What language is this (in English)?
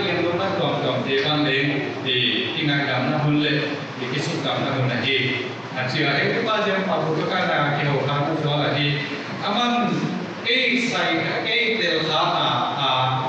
Paite Chin